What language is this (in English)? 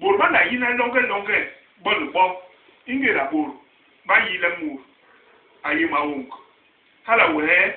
Basaa